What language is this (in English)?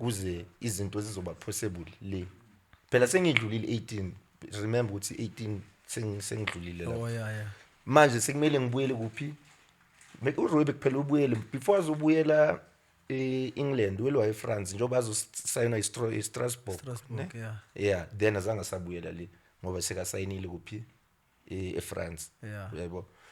Zulu